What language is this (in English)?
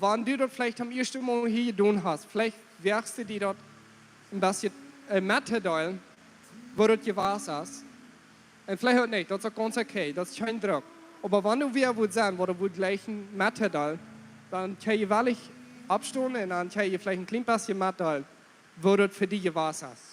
Plautdietsch